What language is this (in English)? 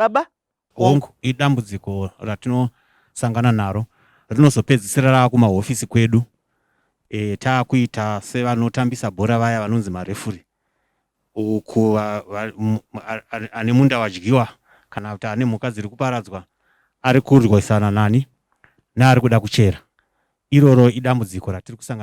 Shona